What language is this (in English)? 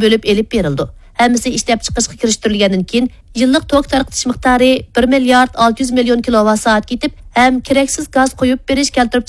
Uyghur